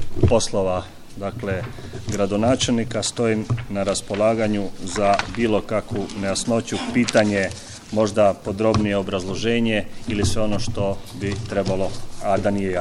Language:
Croatian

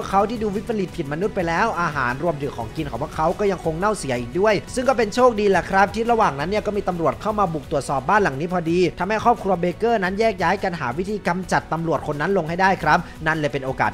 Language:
Thai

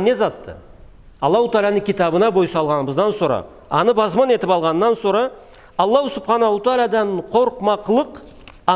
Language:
Karachay-Balkar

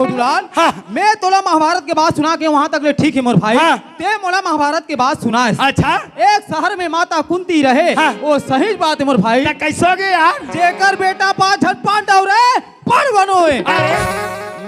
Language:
Chhattisgarhi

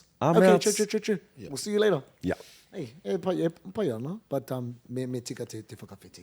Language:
Māori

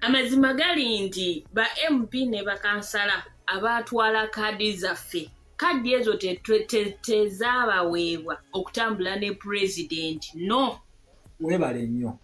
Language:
Ganda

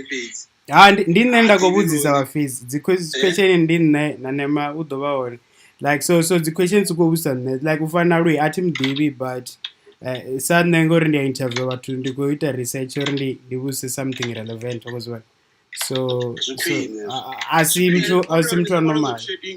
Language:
Venda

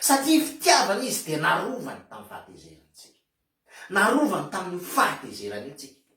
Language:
Malagasy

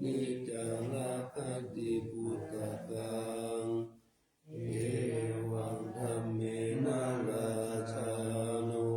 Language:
Pali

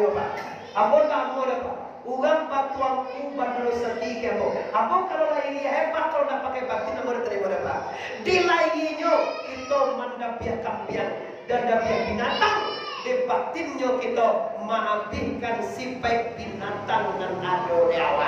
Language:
Minangkabau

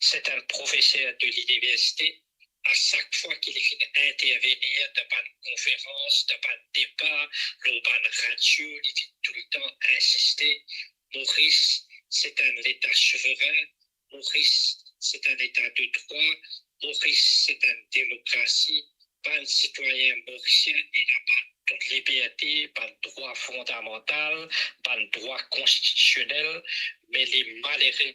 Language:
Morisyen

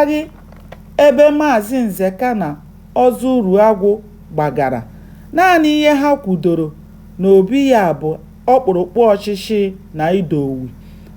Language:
Igbo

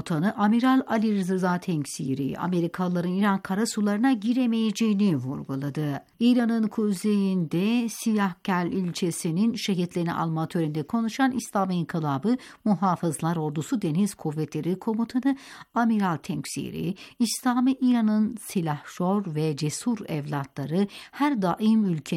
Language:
Turkish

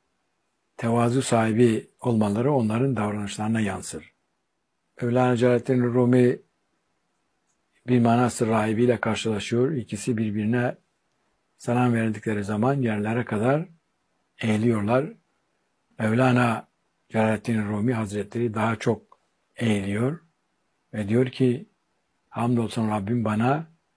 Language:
Turkish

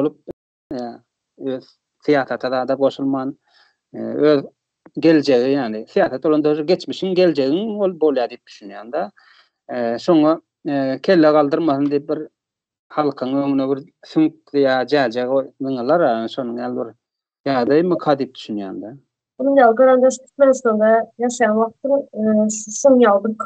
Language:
Turkmen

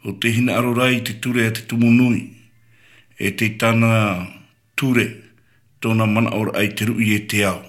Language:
Tahitian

